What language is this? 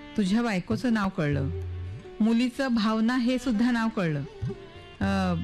Marathi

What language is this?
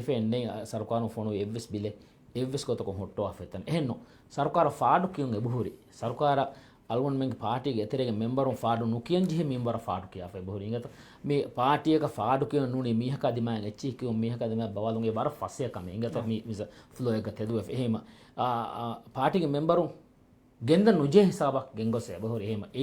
Divehi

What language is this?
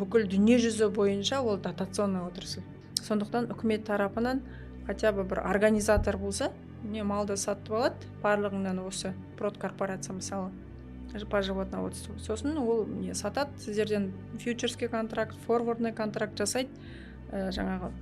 Kazakh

